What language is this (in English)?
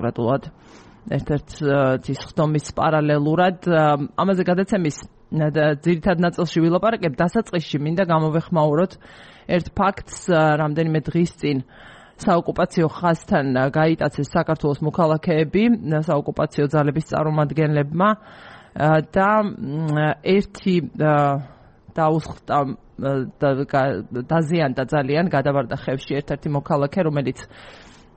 Georgian